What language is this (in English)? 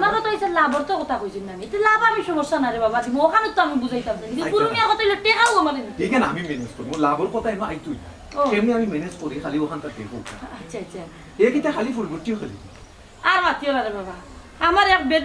Sylheti